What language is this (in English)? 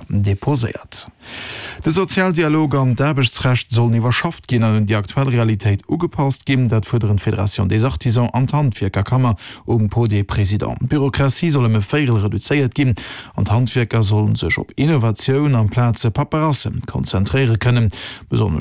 Luxembourgish